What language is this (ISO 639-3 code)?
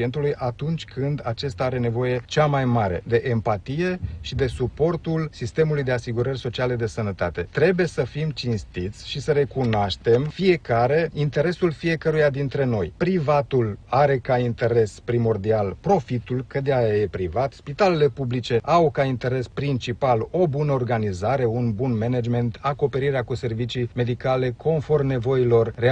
ron